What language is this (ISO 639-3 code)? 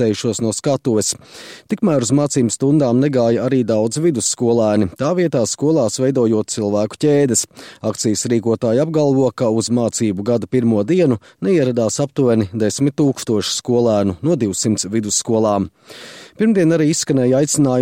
lav